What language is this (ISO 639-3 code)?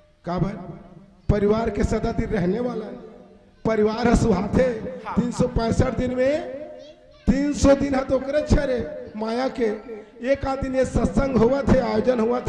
hne